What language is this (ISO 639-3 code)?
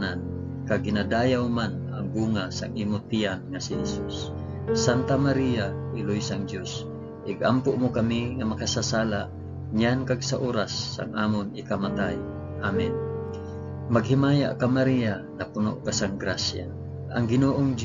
hil